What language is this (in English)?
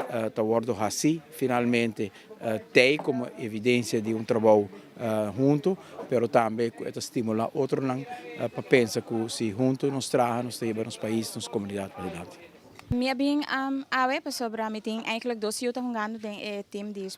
Papiamento